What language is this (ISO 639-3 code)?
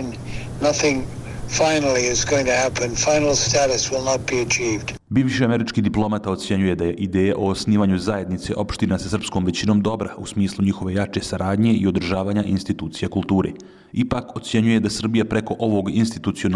bos